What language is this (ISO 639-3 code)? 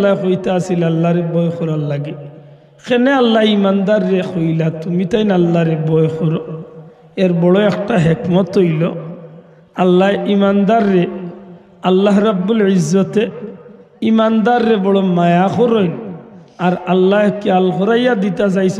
syl